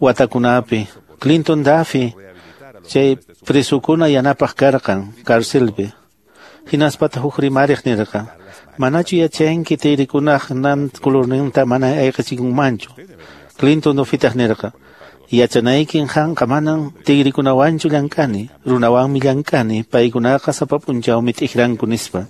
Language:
Quechua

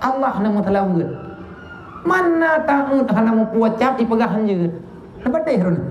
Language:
Achinese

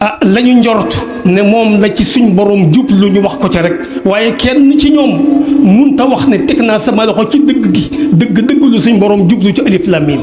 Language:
Wolof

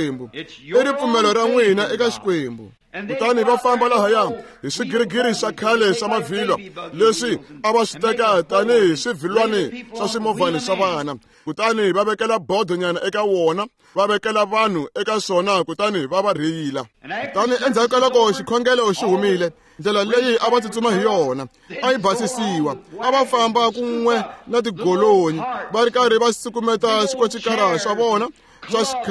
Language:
Tsonga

